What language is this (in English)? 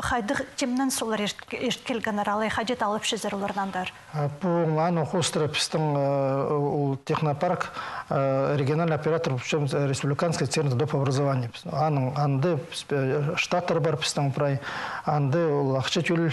Khakas